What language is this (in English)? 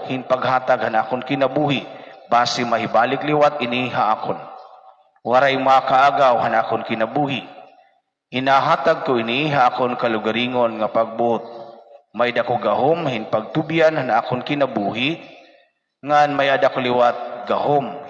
Waray